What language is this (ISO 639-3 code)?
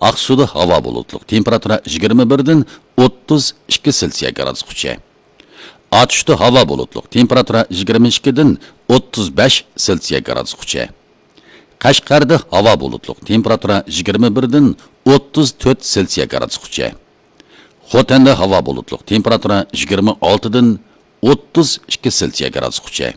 uig